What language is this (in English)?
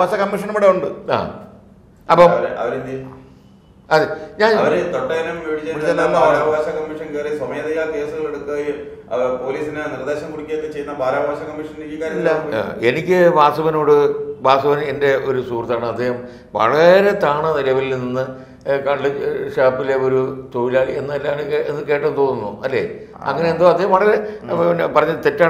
Malayalam